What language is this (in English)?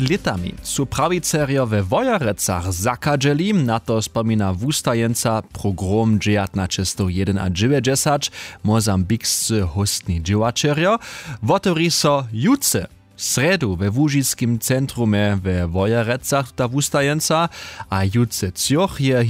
Upper Sorbian